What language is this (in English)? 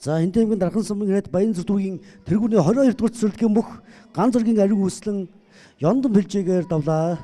Mongolian